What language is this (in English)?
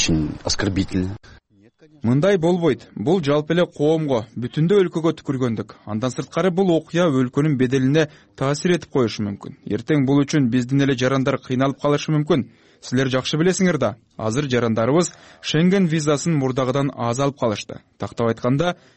Kyrgyz